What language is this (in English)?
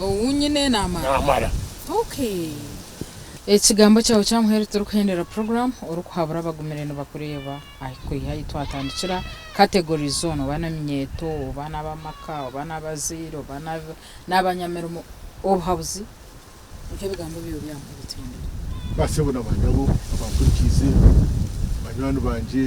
Nyankole